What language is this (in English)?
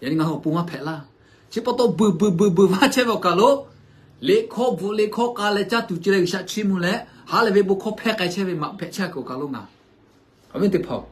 Lahu